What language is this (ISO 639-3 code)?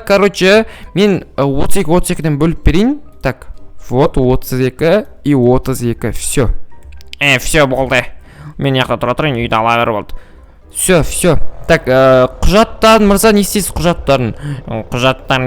kaz